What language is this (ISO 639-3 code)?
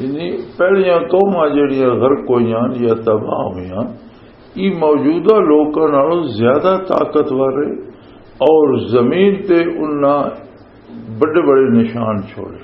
lah